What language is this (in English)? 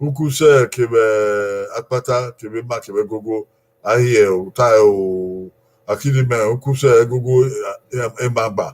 Bini